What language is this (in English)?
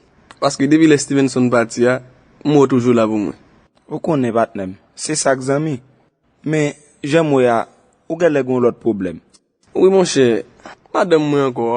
Haitian Creole